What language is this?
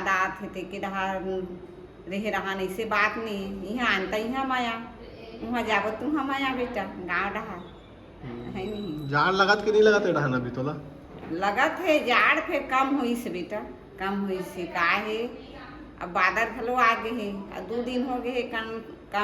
Chhattisgarhi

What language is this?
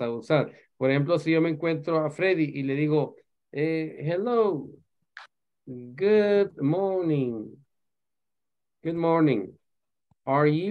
Spanish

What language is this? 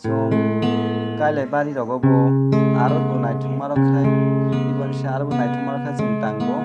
Kok Borok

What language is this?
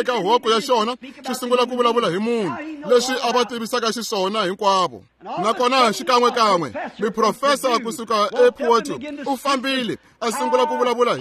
Tsonga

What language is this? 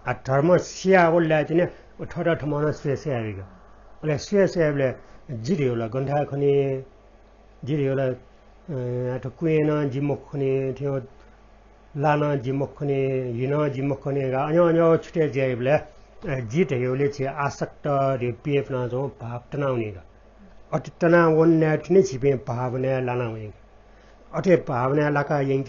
Newari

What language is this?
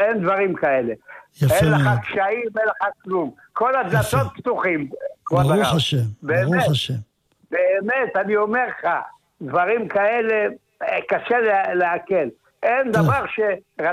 Hebrew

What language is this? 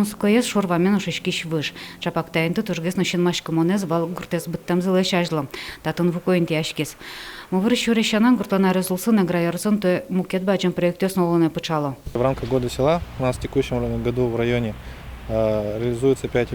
Udmurt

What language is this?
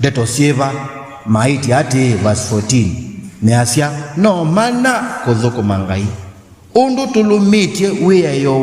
Kamba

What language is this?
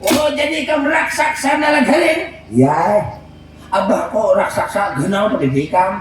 Banjar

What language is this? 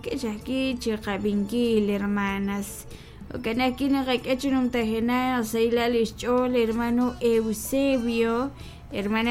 Kekchí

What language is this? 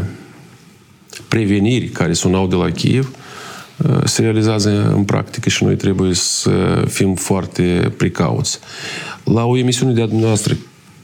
Romanian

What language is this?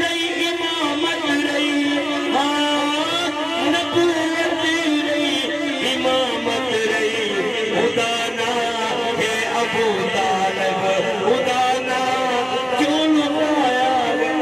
Saraiki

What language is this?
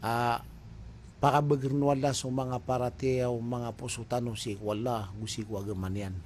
Maranao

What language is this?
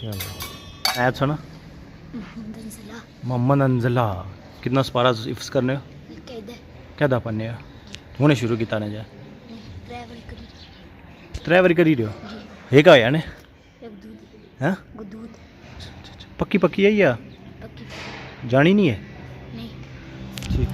Pahari-Potwari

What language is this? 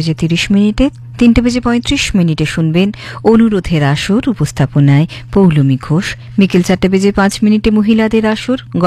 Bangla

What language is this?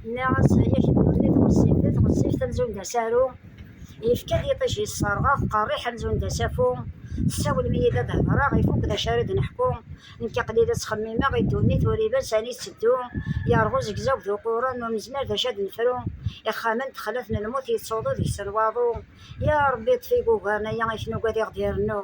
Kabyle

